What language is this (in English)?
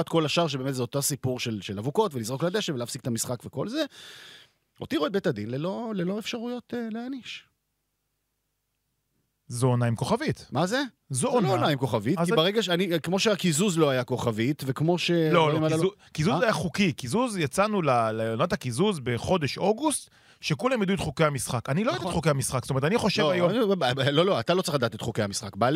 Hebrew